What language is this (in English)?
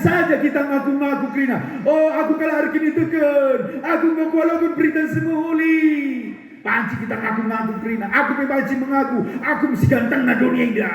Batak Karo